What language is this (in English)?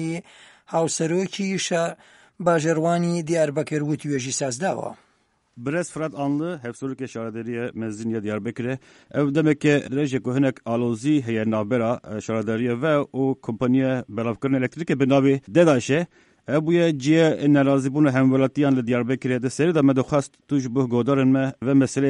Kurdish